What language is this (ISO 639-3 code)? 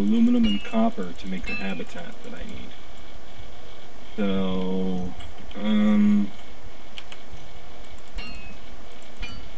eng